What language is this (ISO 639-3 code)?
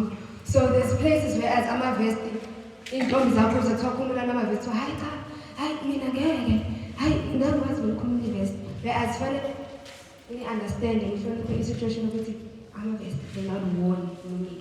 zul